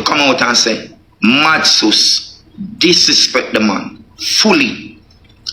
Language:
Jamaican Creole English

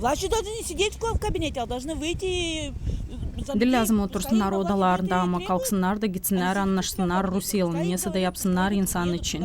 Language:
Gagauz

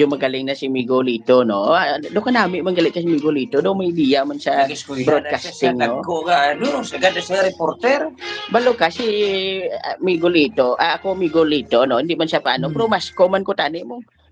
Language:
Hiligaynon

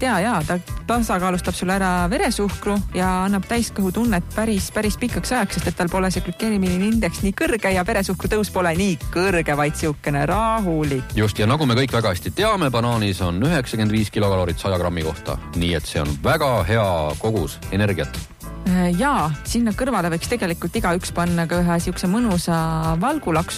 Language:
Estonian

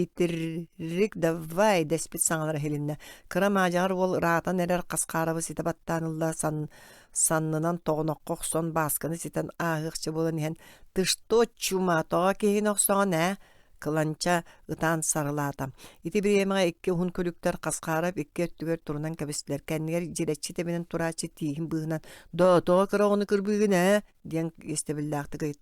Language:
Yakut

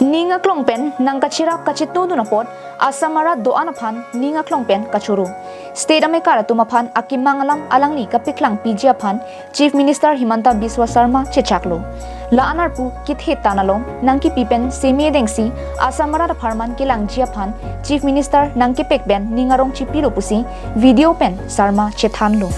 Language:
Karbi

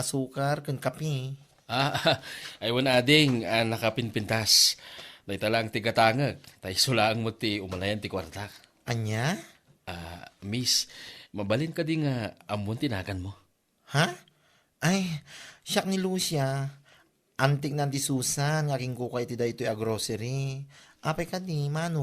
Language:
Iloko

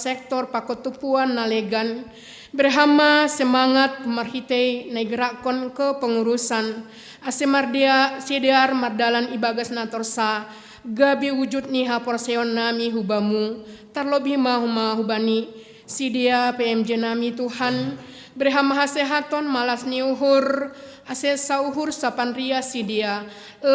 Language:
Batak Simalungun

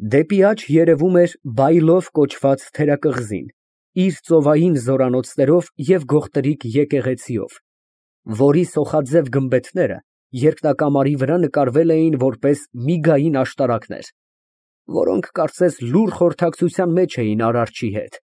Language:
Armenian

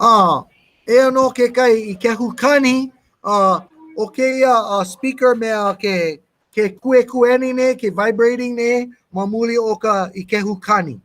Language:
Hawaiian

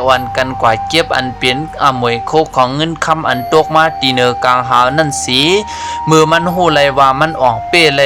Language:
Shan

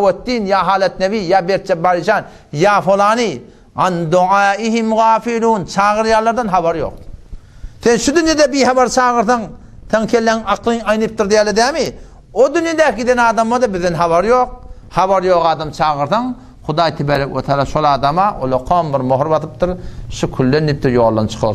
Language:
Turkmen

